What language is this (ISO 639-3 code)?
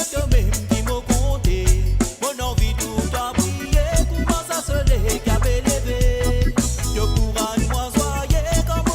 mfe